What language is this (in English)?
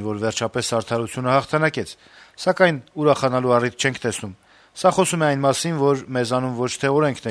Armenian